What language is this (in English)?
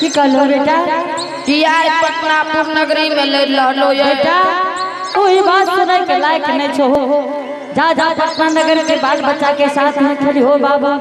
Angika